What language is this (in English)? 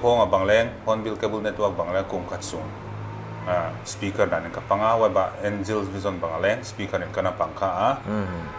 Paite Chin